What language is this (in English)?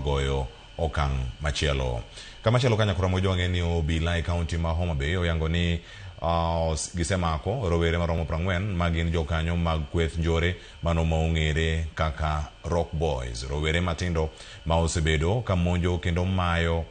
Luo (Kenya and Tanzania)